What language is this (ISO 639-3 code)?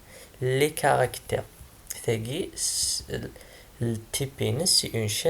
kab